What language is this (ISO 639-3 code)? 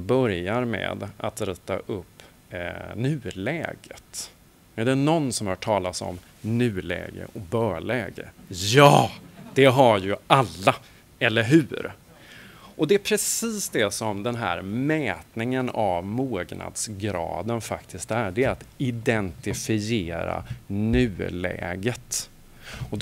swe